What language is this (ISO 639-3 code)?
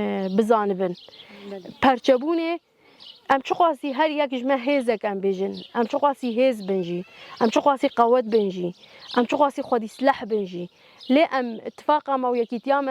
kur